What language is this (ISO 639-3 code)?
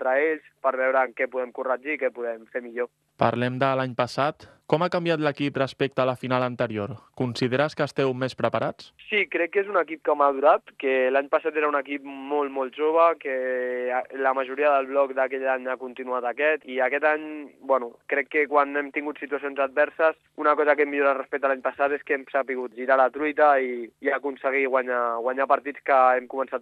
cat